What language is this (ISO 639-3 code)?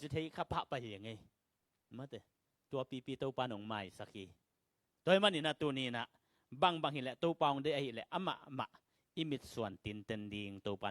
ctd